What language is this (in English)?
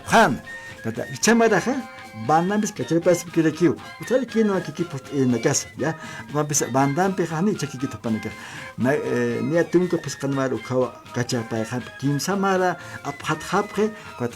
Aymara